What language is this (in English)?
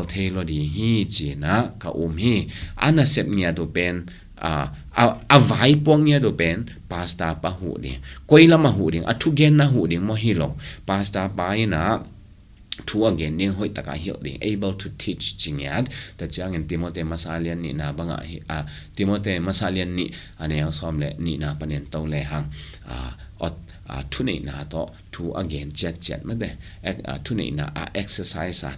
Tedim Chin